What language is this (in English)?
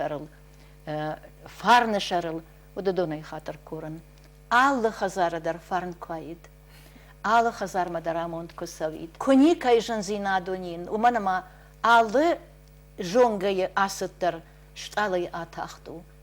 Ossetic